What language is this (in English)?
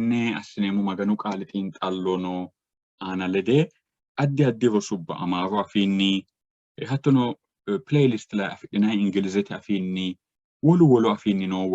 Sidamo